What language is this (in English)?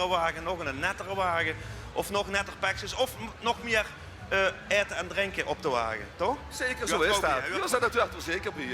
Limburgish